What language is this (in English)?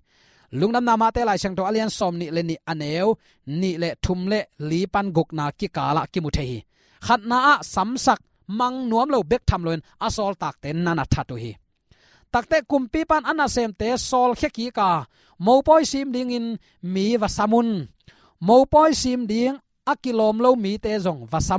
Tedim Chin